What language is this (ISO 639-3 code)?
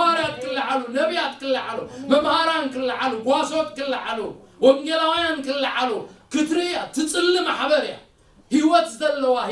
tir